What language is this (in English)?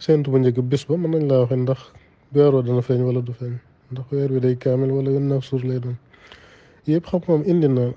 Wolof